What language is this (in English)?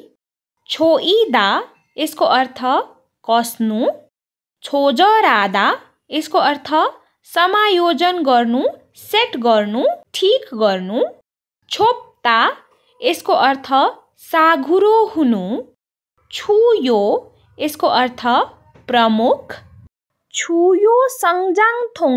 Nepali